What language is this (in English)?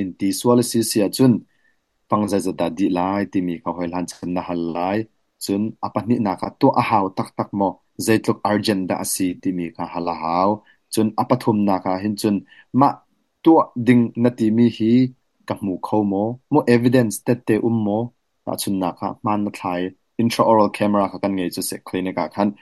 Hakha Chin